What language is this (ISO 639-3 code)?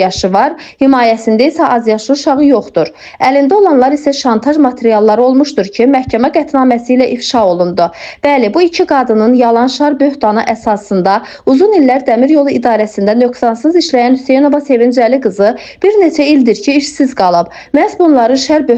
aze